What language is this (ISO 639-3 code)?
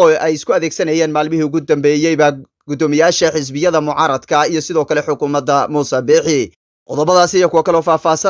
som